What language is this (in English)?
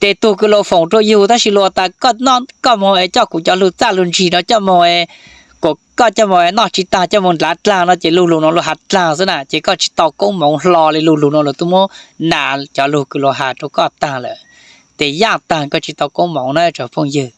Hmong